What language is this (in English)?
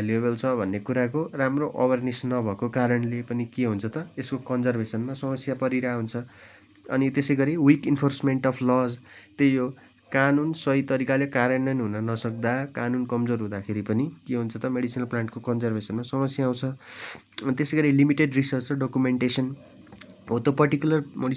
Nepali